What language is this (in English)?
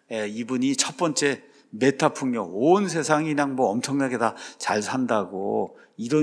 Korean